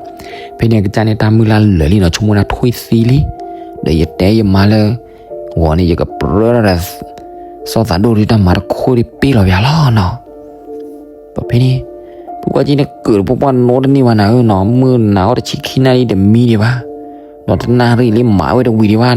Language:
S'gaw Karen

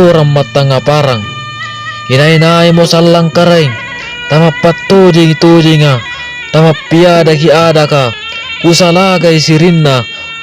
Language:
Makasar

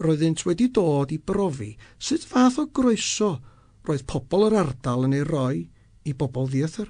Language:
Welsh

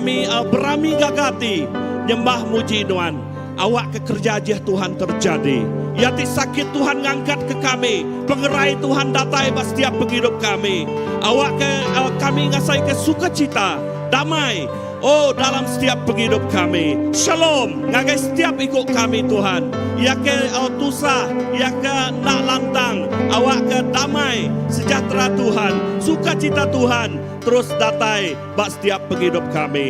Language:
Iban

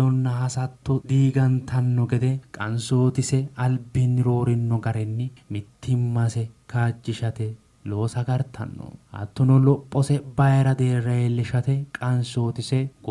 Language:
Sidamo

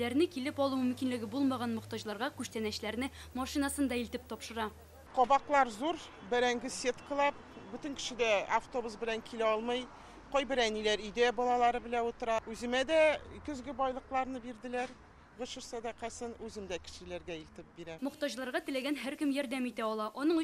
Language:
Tatar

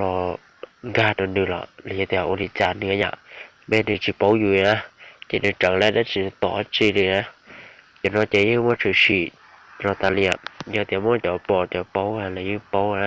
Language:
Hmong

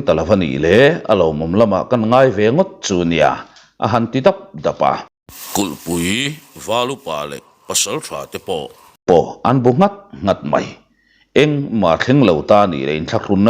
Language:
Mizo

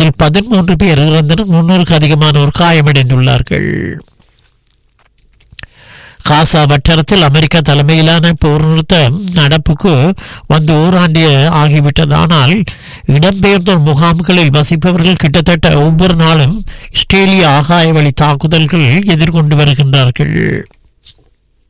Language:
Tamil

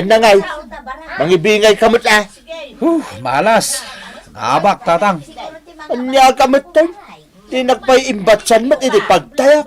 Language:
Iloko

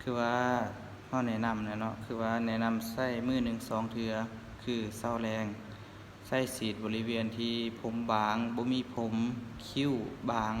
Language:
Lao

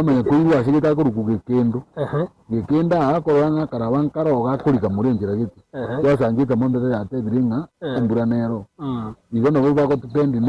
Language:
Gusii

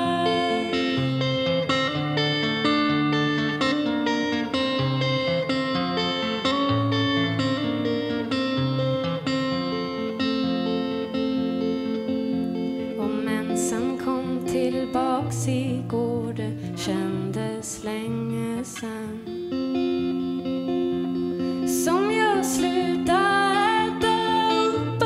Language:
Swedish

